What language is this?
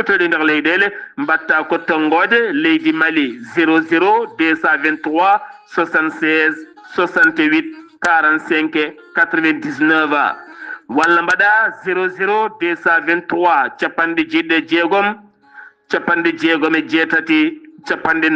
Fula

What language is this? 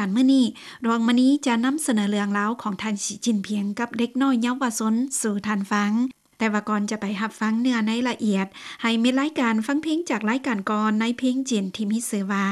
Lao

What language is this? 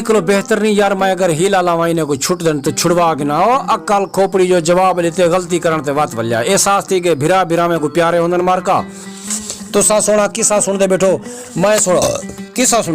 Saraiki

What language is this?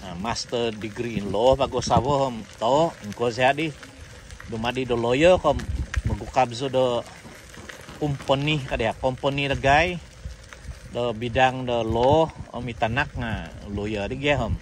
Central Dusun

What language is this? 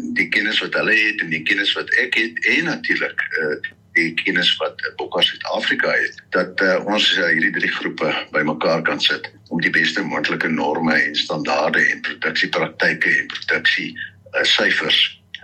Afrikaans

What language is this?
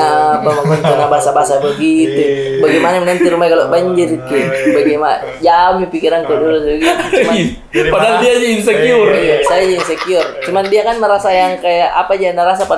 Makassar Malay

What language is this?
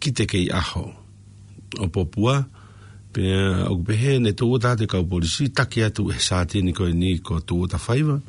Tongan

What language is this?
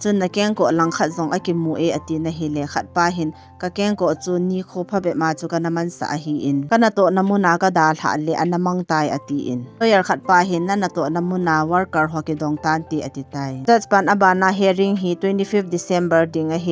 Thado Chin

